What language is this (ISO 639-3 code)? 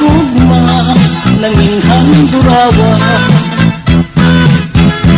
fil